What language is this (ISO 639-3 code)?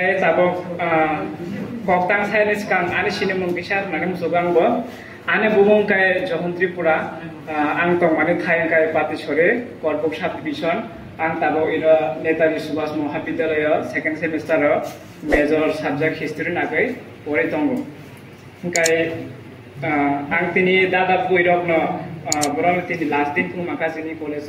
trp